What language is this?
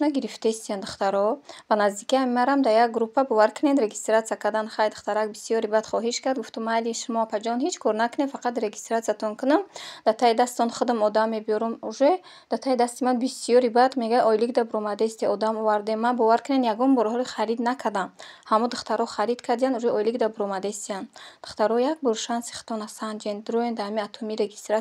Tajik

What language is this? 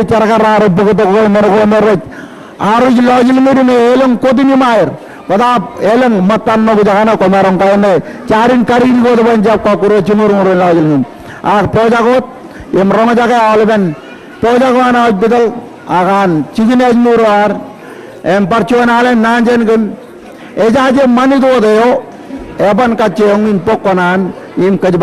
Marshallese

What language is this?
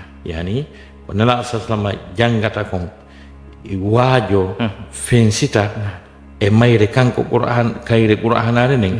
Fula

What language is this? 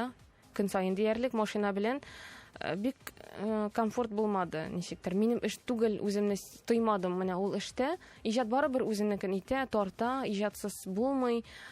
Tatar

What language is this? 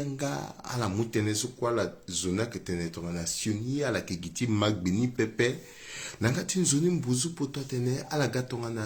Sango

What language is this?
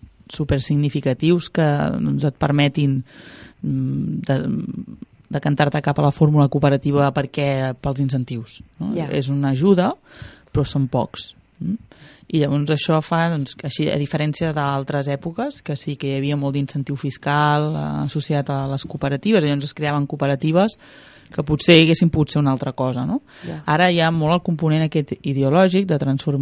Catalan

